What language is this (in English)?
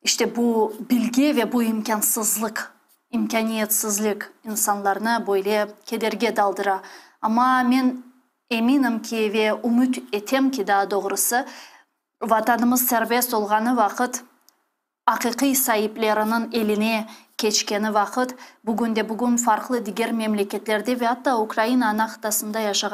Crimean Tatar